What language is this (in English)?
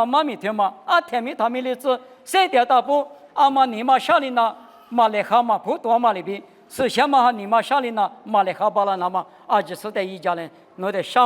Lisu